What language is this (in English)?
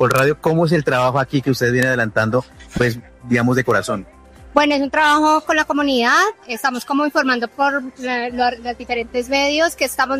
Spanish